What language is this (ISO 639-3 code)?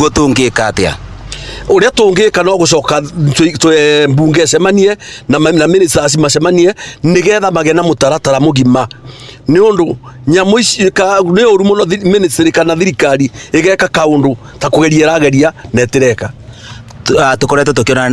kik